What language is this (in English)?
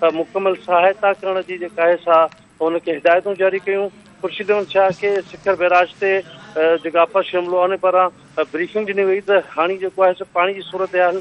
Sindhi